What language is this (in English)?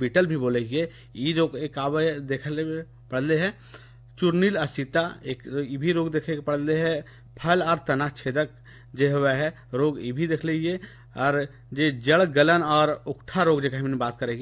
Bhojpuri